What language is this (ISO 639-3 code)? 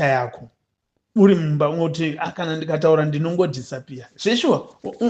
sna